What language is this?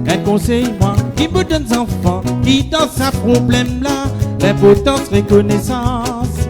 Morisyen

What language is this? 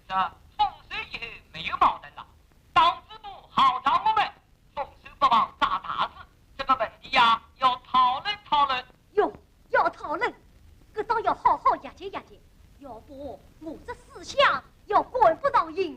Wu Chinese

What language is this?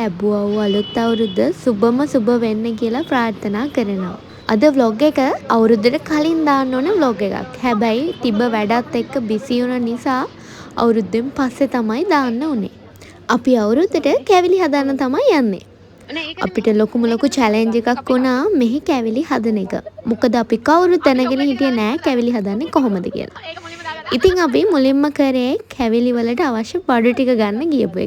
Sinhala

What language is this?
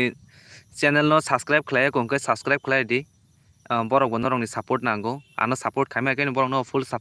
Kok Borok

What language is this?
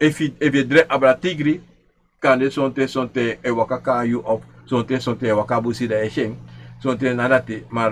Sranan Tongo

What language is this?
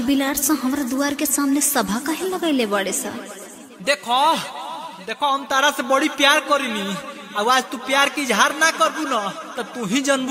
Bhojpuri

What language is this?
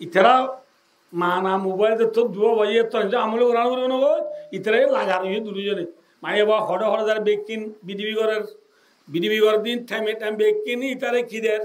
Rohingya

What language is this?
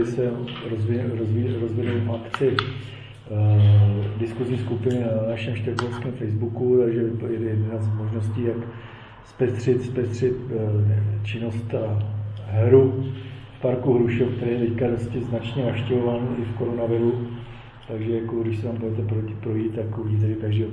Czech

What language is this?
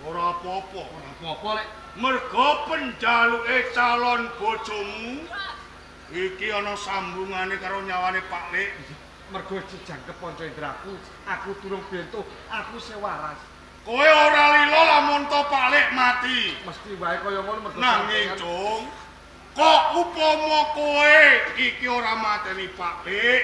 Javanese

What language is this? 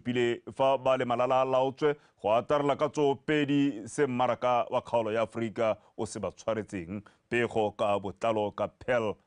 Tswana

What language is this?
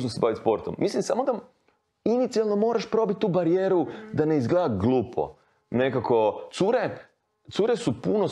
Serbian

